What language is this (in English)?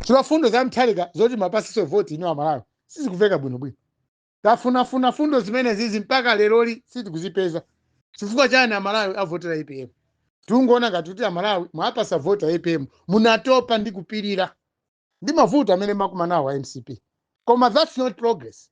Nyanja